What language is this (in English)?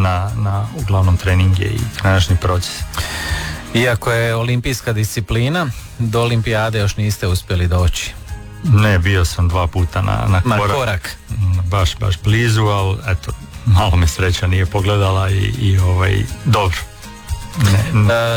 Croatian